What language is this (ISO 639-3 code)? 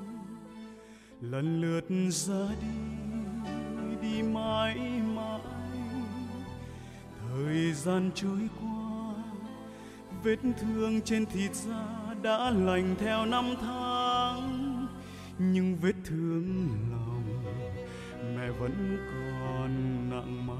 vie